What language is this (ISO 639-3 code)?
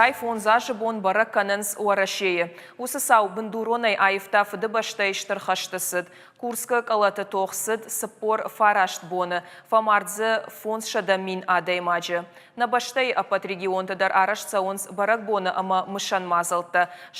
oss